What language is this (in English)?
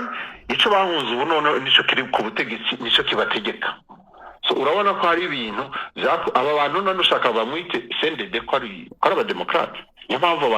Rundi